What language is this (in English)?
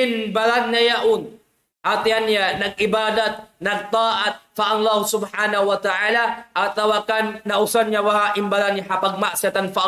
Tausug